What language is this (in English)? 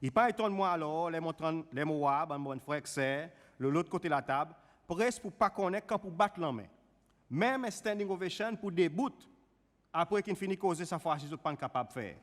Seselwa Creole French